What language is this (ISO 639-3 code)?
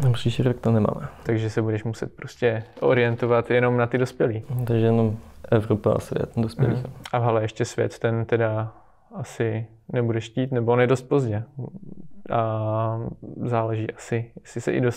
ces